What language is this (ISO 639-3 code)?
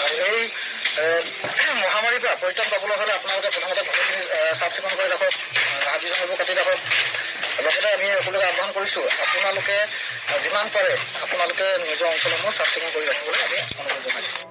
asm